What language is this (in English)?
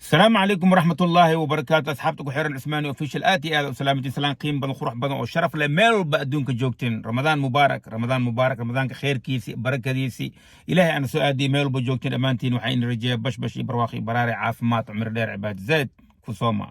Somali